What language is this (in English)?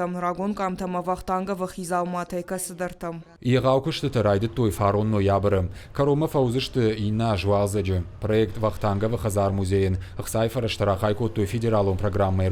Ossetic